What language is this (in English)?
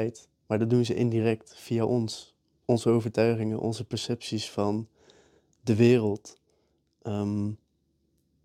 Dutch